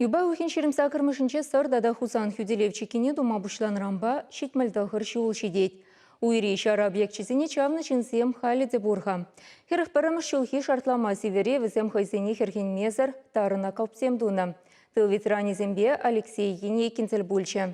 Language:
Chuvash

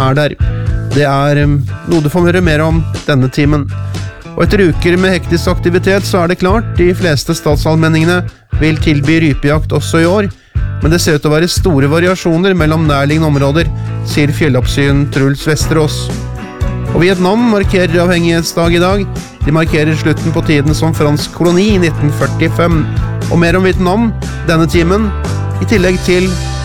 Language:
Norwegian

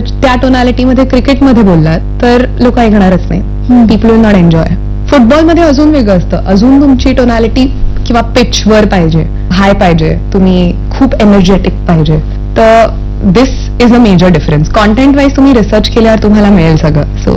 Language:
Marathi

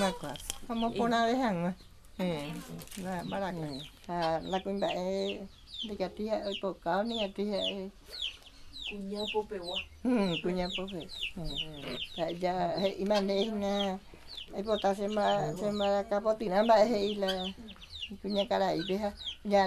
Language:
Guarani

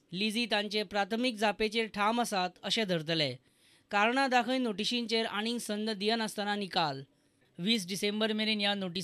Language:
Konkani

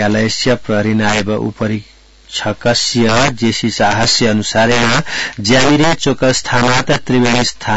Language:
Sanskrit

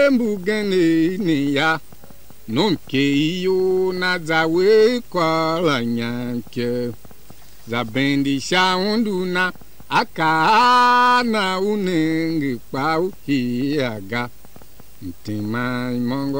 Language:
Tiv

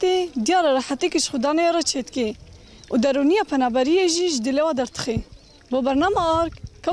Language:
Kurdish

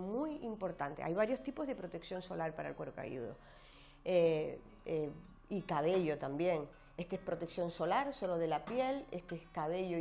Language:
Spanish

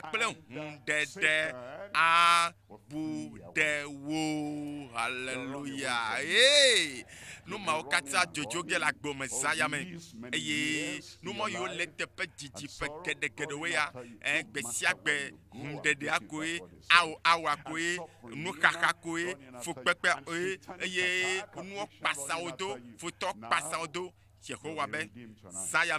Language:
Ewe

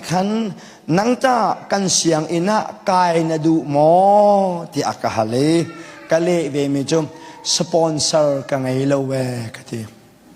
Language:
Hakha Chin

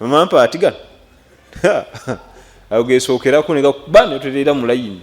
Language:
Ganda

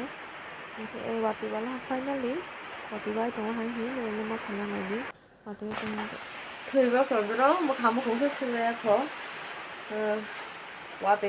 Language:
Kok Borok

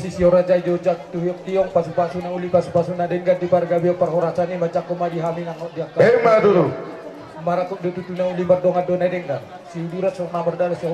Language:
Batak Toba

